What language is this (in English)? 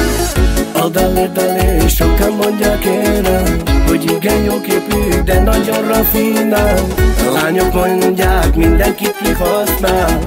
Hungarian